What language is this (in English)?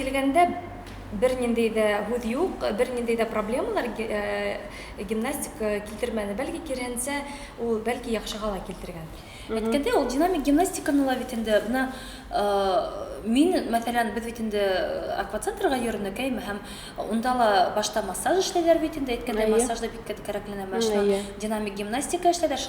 Bashkir